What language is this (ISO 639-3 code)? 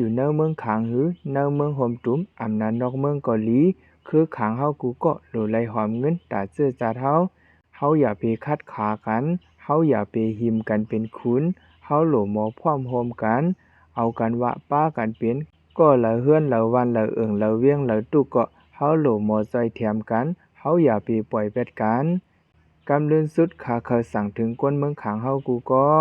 shn